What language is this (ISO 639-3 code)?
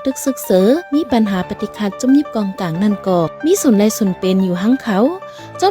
shn